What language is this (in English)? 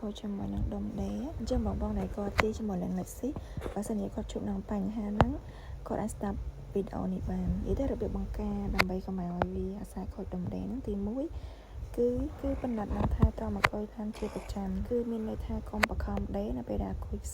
Khmer